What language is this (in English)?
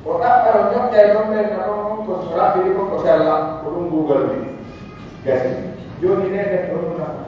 Pular